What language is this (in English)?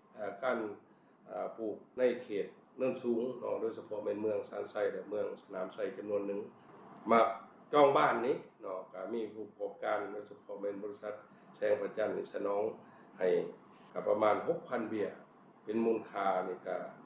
Lao